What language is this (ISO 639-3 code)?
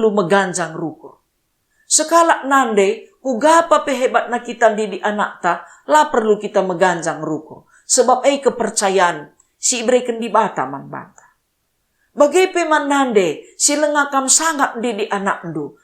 btx